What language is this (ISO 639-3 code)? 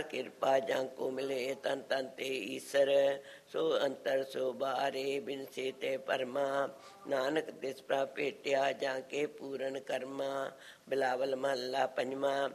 pan